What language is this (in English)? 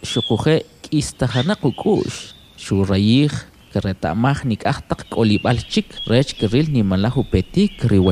Kʼicheʼ